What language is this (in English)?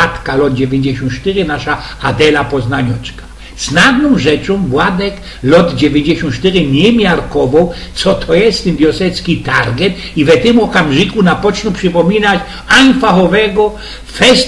Silesian